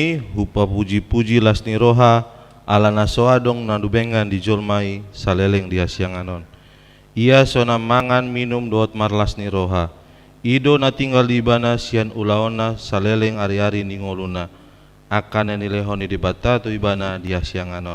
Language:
Batak Toba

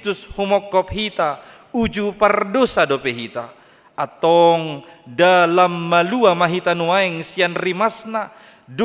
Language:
Batak Toba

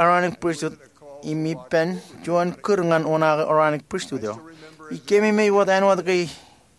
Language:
Marshallese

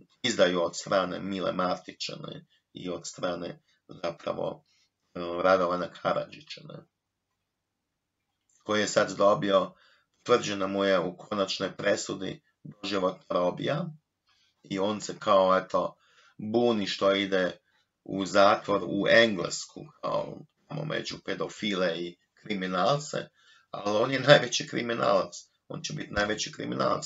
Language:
Croatian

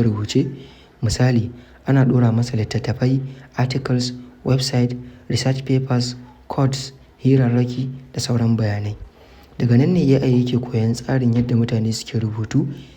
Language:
Hausa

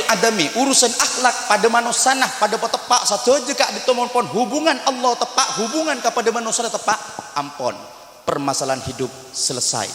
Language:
Madurese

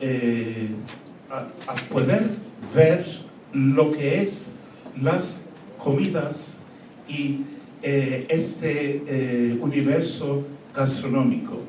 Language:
Ladino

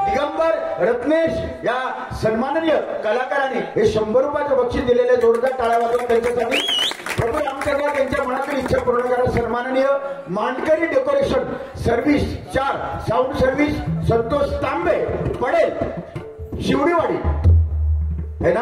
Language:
Marathi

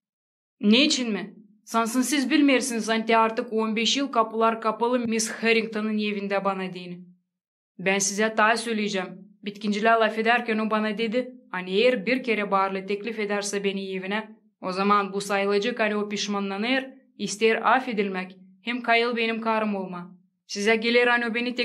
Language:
Gagauz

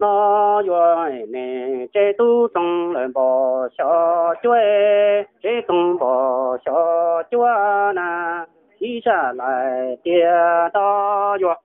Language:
Hmong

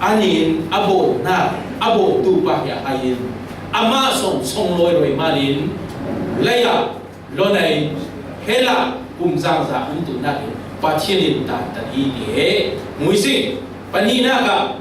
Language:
Falam Chin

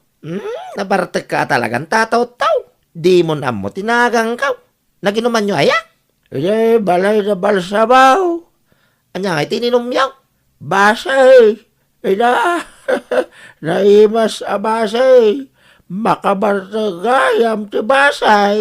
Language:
Iloko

